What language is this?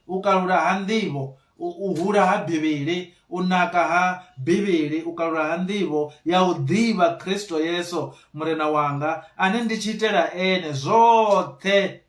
Venda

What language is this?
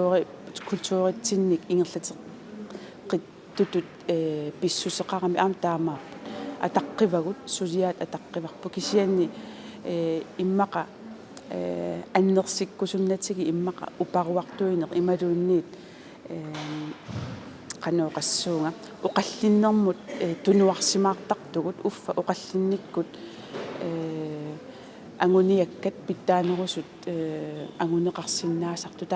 Kalaallisut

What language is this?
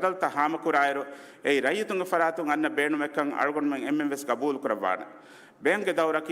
Divehi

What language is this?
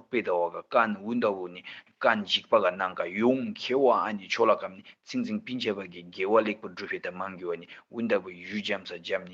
Tibetan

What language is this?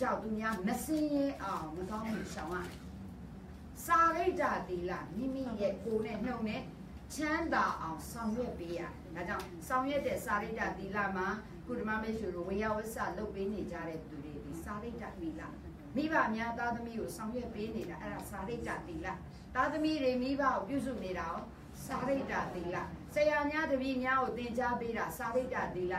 Burmese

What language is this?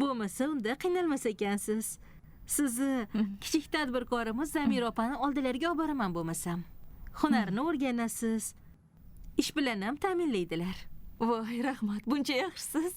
Uzbek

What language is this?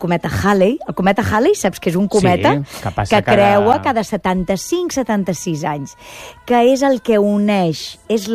Catalan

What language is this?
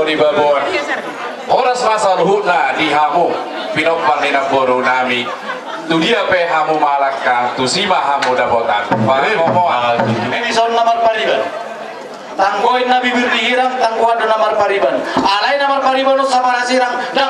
Batak Toba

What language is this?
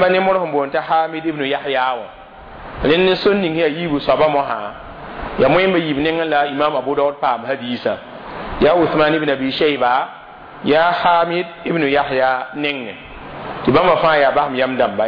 Mossi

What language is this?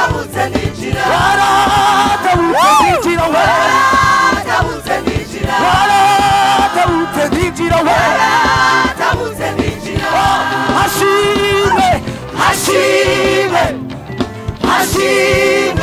Kinyarwanda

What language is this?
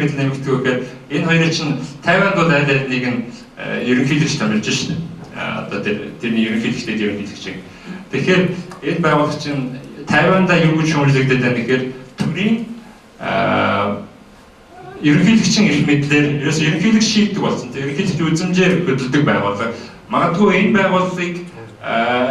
Mongolian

